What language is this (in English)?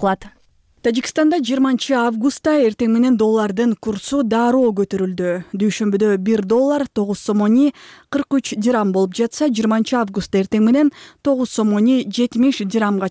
Kyrgyz